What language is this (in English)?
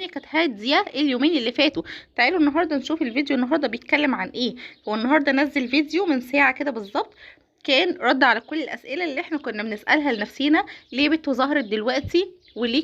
Egyptian Arabic